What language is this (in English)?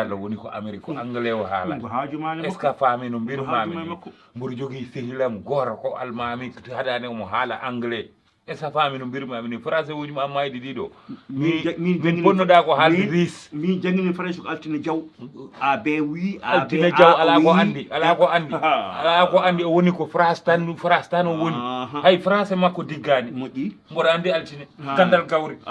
Fula